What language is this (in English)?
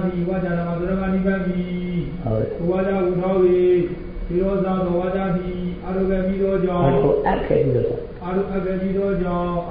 Burmese